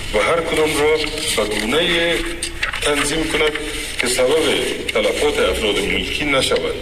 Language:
Persian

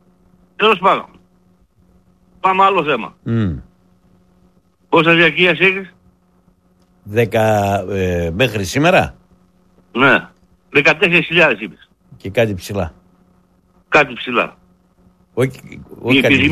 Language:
Greek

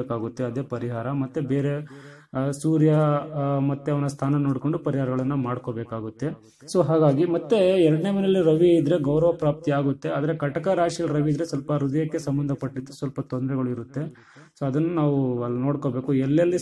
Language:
Kannada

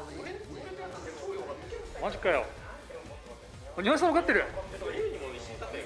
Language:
Japanese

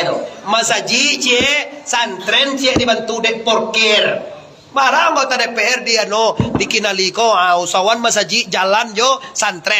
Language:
Minangkabau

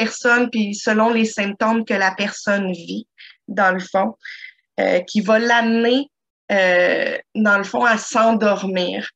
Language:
French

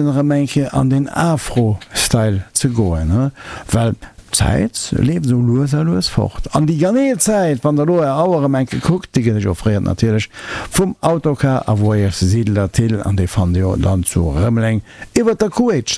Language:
Luxembourgish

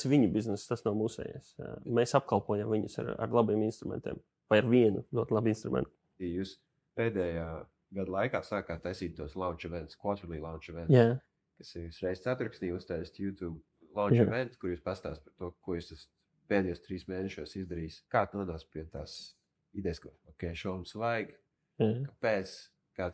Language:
Latvian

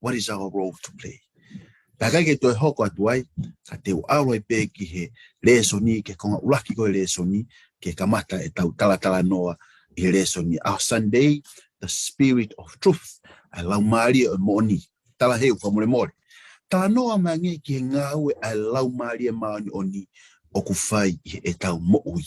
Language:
Tongan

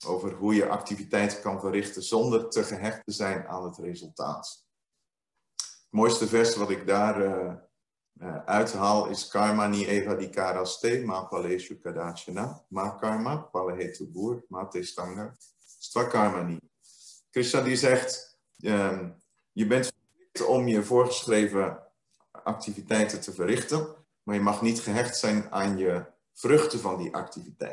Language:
Dutch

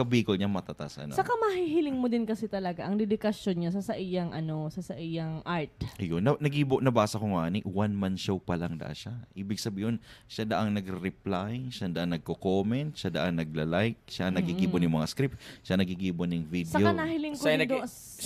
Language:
Bikol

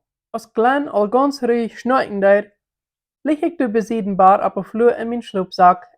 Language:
Plautdietsch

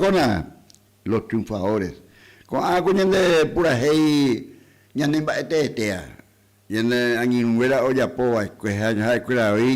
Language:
Guarani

